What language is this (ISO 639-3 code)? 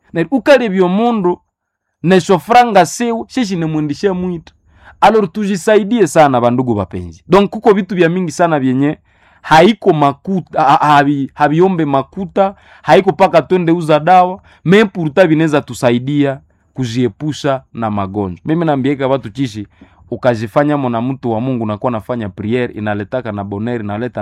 nnb